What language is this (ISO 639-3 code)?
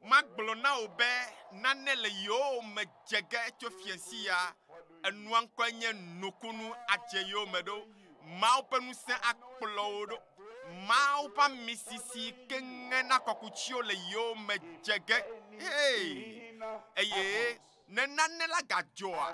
ewe